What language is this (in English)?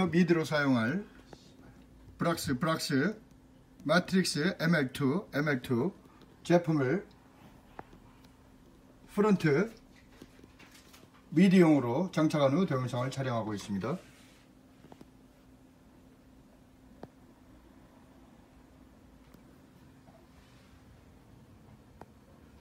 Korean